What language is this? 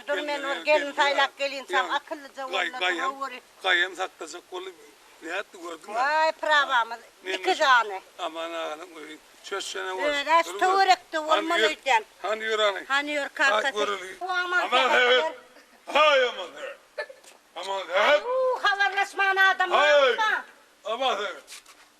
Turkmen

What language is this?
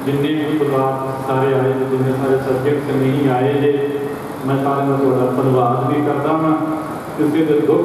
Punjabi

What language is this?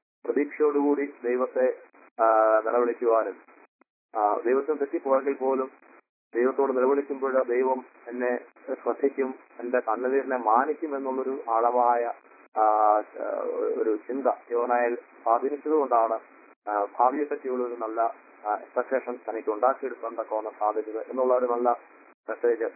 Malayalam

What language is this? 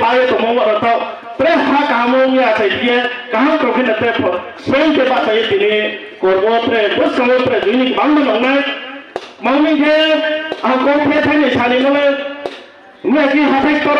Kok Borok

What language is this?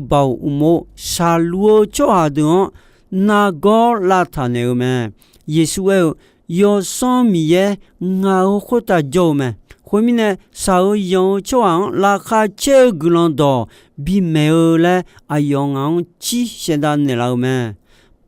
Akha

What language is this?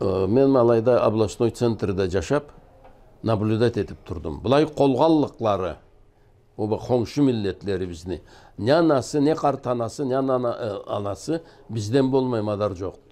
Karachay-Balkar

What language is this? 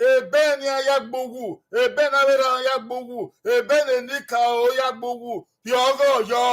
Bini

